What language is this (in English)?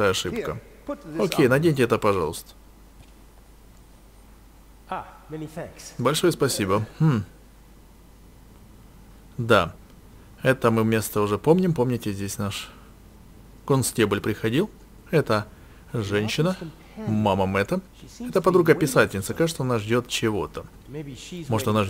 Russian